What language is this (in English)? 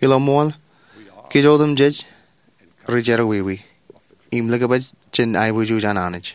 Marshallese